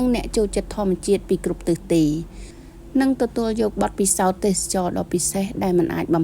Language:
Khmer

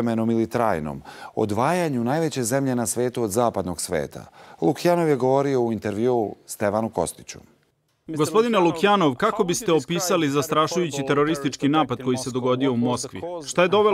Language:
Serbian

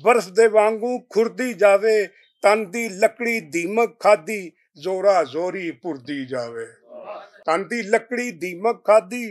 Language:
Western Panjabi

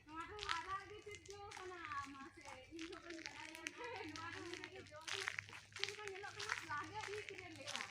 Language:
Santali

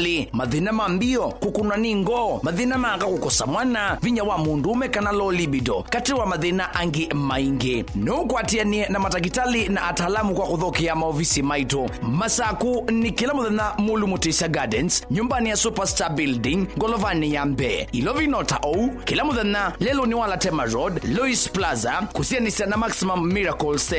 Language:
Kamba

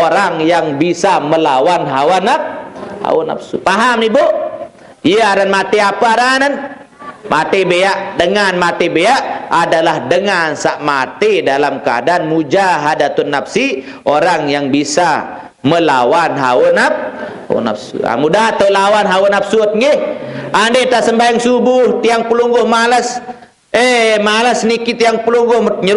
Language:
Sasak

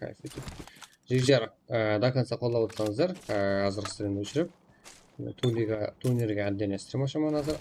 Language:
Kara-Kalpak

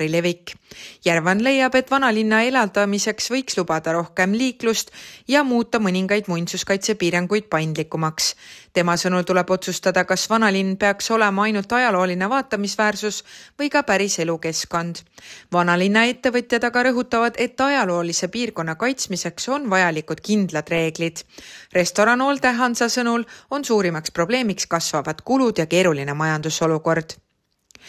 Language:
Estonian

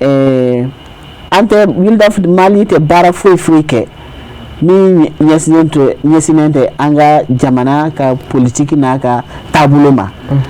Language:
Bambara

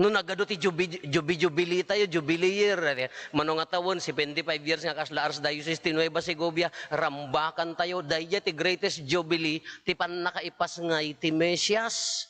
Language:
Iloko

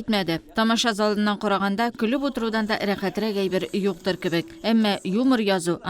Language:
Tatar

